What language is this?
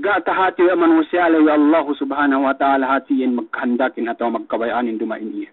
Yakan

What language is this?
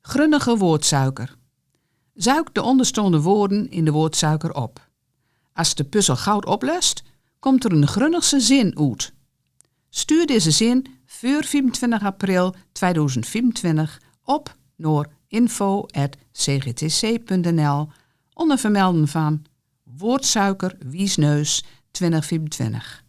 Gronings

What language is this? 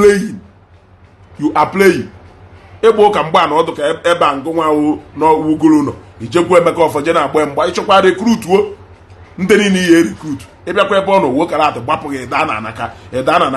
Igbo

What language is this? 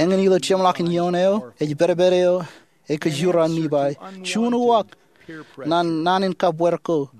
Marshallese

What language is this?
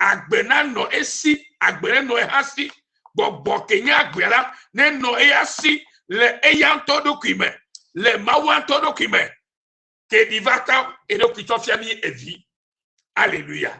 Ewe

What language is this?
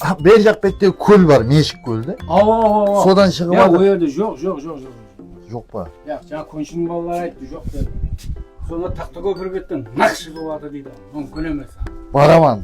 Kara-Kalpak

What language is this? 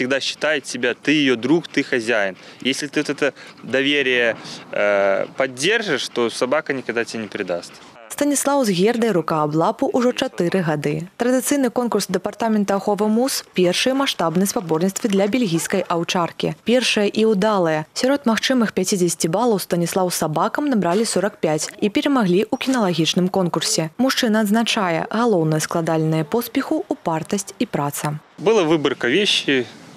Belarusian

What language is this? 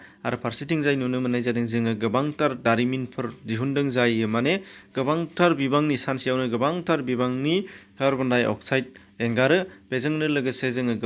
Bodo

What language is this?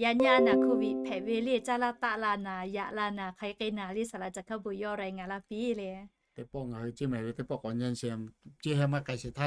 Lahu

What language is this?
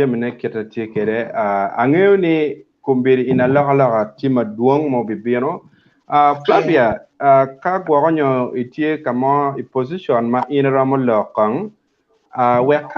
Acoli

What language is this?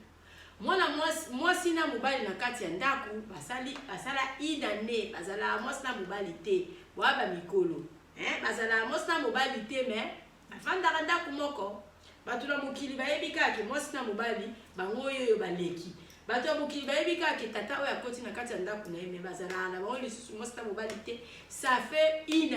Lingala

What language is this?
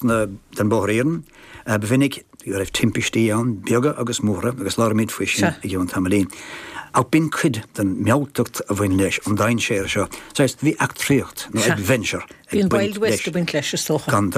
Irish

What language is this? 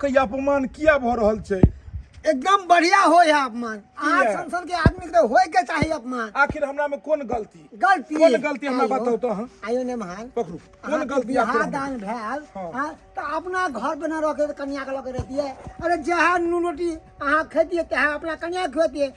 Maithili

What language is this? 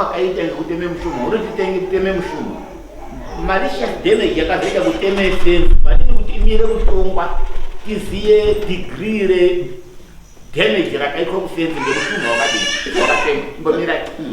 Shona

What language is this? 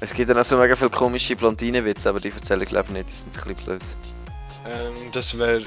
Swiss German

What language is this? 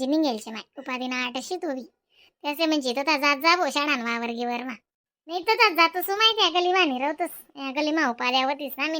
Khandesi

